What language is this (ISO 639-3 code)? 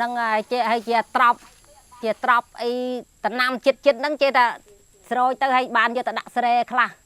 khm